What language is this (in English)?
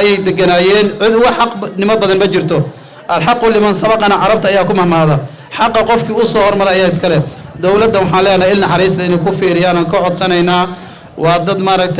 Somali